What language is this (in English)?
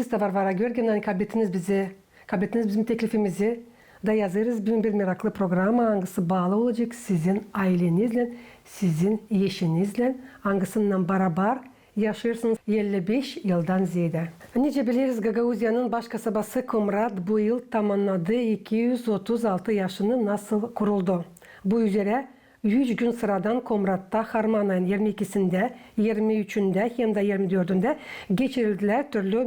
Gagauz